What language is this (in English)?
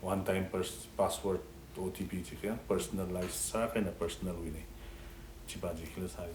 Tangkhul Naga (India)